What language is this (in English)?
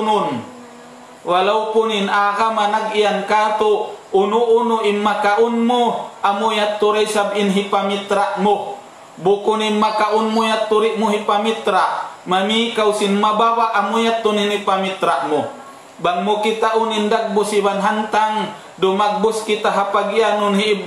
Tausug